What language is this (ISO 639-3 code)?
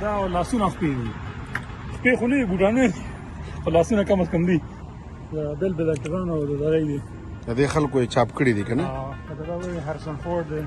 pus